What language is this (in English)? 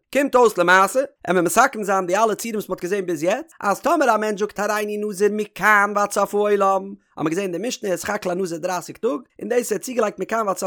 Yiddish